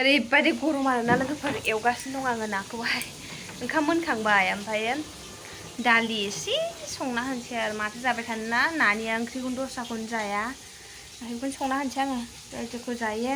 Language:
Bodo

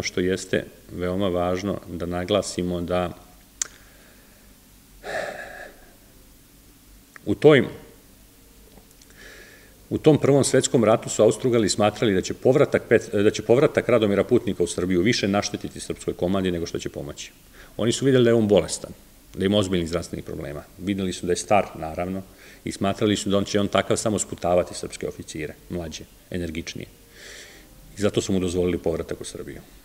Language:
Serbian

